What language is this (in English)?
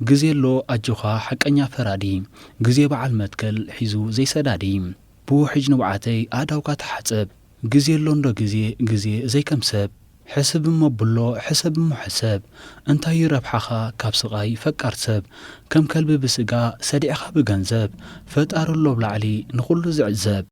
Tigrinya